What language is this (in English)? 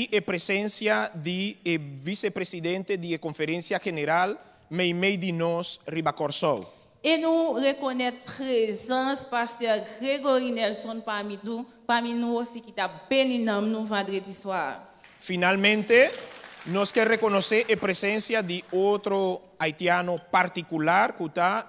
Papiamento